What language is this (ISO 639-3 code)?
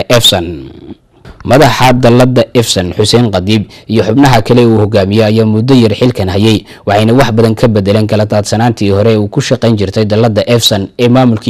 som